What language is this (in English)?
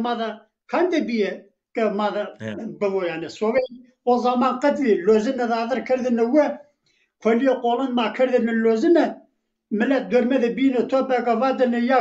Zaza